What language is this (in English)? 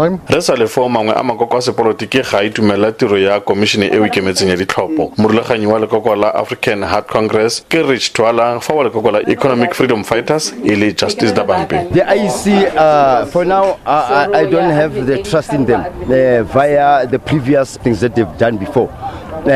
Tswana